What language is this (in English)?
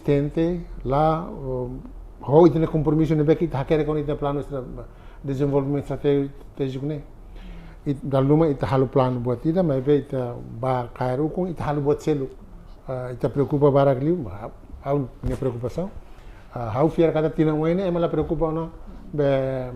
Tetum